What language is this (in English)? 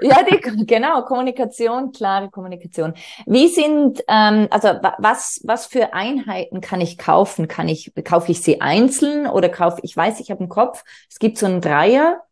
German